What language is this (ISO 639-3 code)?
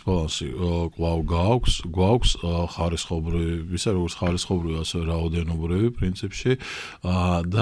kat